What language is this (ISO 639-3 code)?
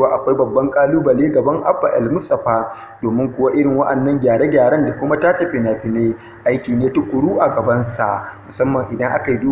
hau